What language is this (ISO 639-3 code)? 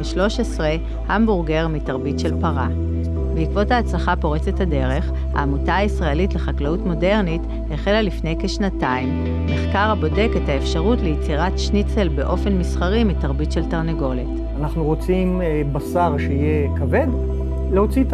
heb